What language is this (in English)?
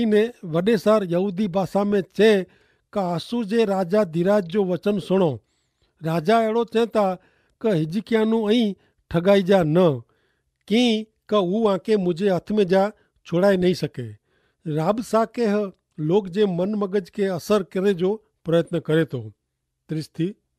Kachhi